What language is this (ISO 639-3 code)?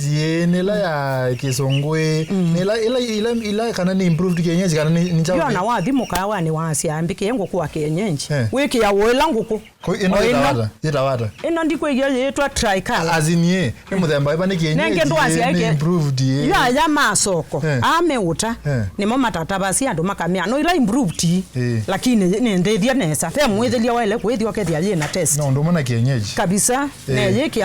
kam